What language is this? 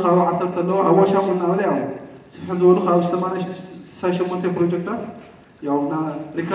Tigrinya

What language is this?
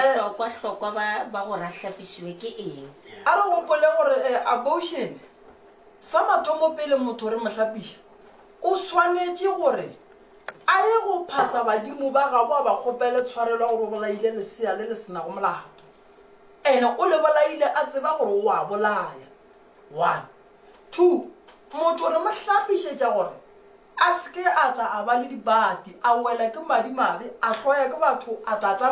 Northern Sotho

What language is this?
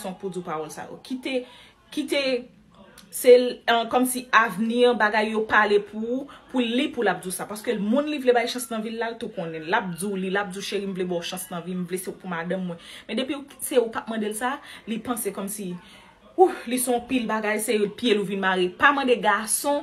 Haitian Creole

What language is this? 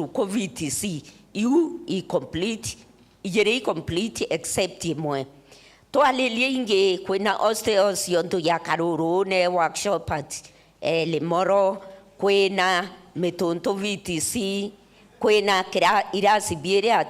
Meru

